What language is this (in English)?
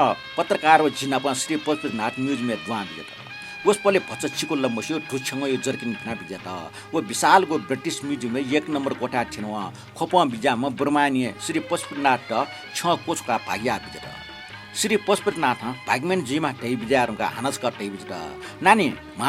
Newari